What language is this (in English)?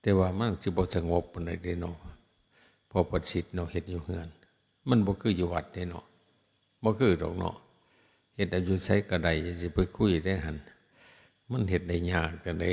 Northeastern Thai